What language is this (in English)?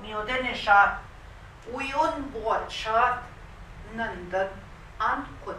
Central Ojibwa